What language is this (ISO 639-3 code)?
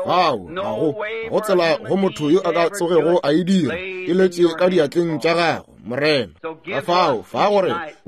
nso